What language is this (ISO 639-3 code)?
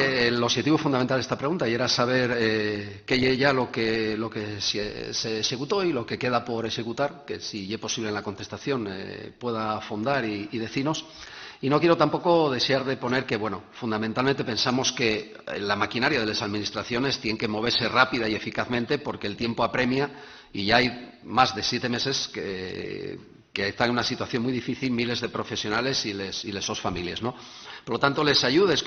ast